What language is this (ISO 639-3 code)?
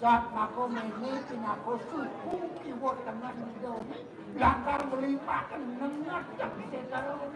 ban